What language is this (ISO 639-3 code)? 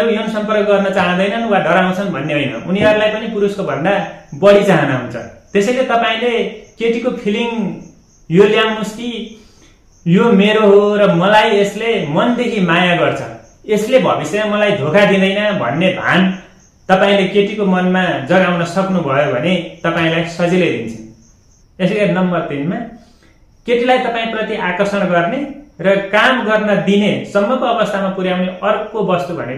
nep